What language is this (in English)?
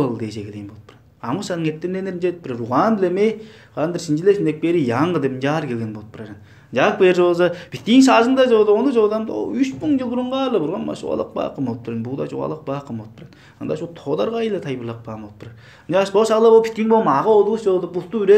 Tuvinian